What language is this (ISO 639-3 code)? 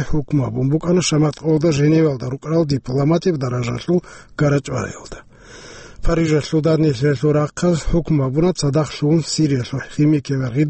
ava